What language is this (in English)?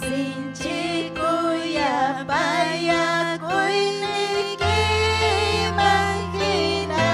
Ayacucho Quechua